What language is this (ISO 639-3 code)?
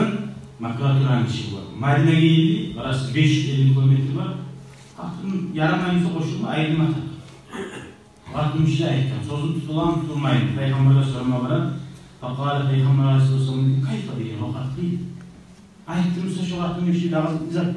kum